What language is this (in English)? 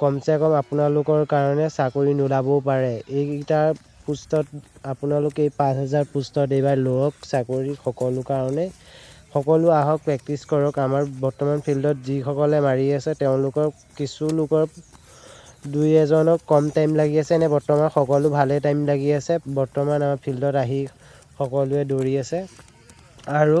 Assamese